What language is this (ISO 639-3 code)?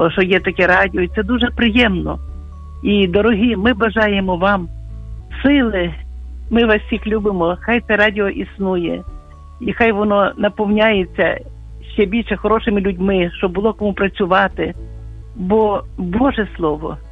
ukr